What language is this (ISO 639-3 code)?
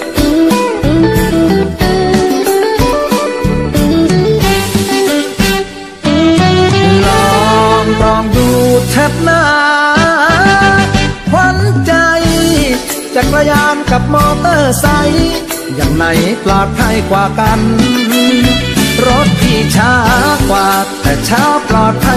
tha